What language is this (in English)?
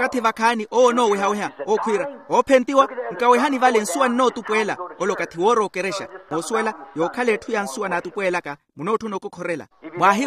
Makhuwa